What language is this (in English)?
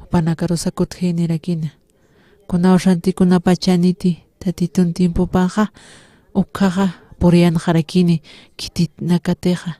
Aymara